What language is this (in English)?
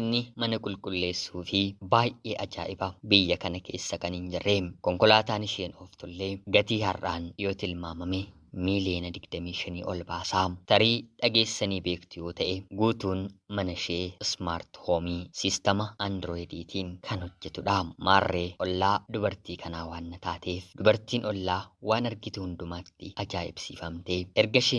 Oromo